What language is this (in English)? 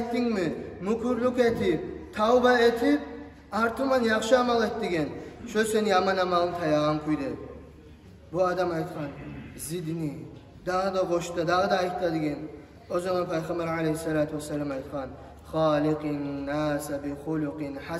Kumyk